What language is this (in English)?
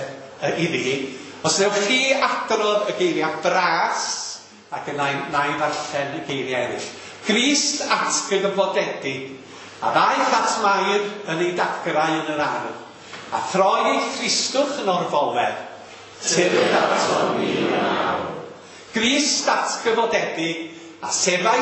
Welsh